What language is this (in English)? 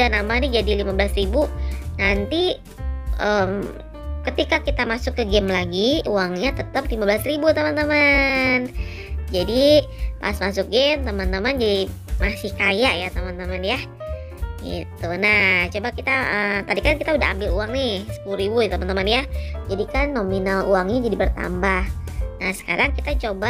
Indonesian